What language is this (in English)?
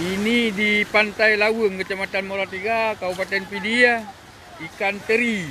Achinese